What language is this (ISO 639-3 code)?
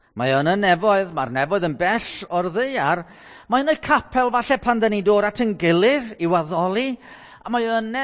cym